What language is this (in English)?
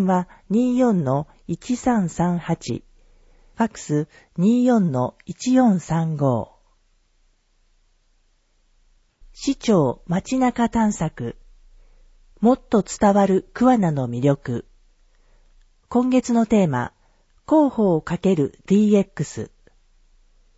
Japanese